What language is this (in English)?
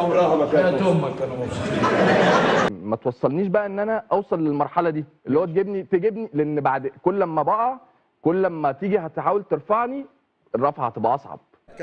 Egyptian Arabic